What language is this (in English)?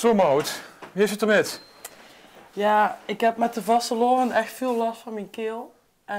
Limburgish